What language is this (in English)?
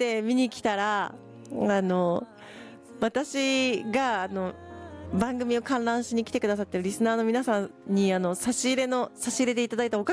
Japanese